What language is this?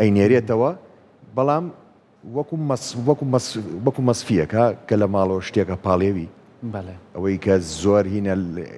Central Kurdish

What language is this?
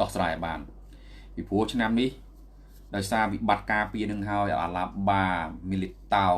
Khmer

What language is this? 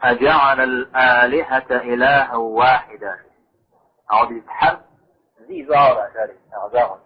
Kabardian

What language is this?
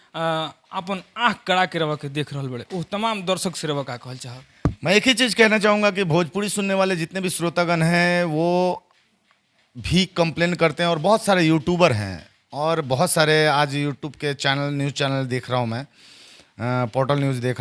Bhojpuri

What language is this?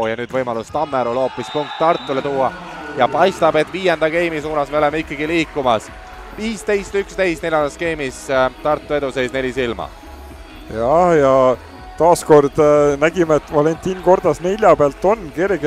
Estonian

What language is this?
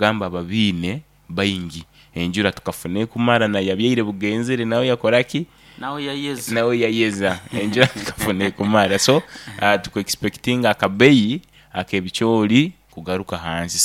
Nyoro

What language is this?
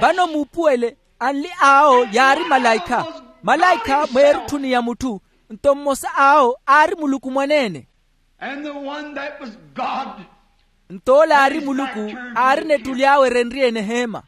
Makhuwa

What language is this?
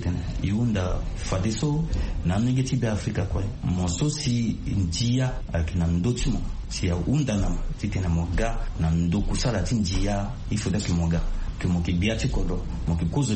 Sango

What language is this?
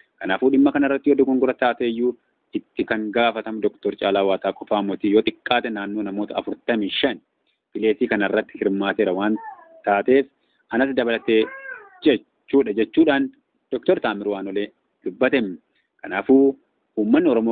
Oromo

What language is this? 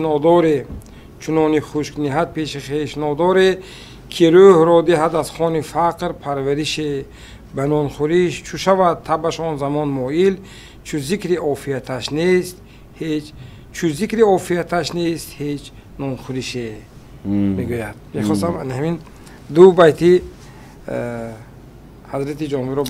Tajik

